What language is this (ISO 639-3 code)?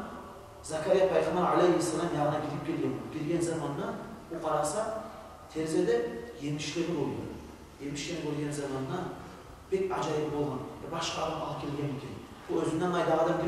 kum